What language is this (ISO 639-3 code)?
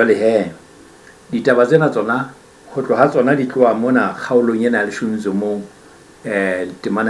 sot